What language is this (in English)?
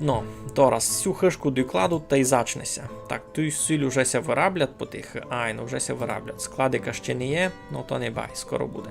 Rusyn